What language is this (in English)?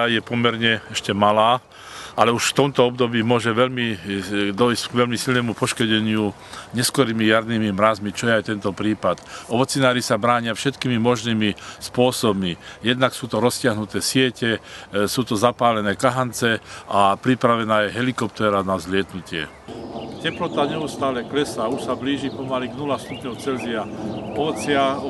Slovak